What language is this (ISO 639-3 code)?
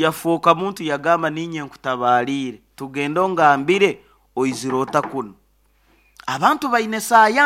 nyo